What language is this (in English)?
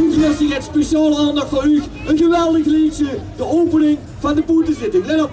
Limburgish